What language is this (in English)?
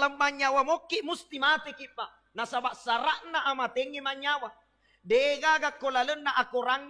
Buginese